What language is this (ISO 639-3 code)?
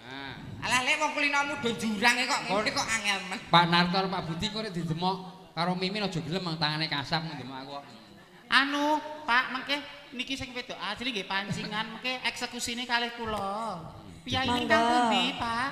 jav